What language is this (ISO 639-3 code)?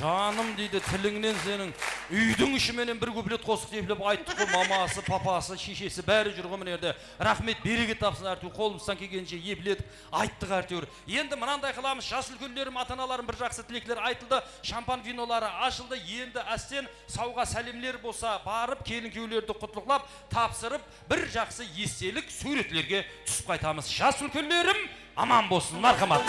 kaa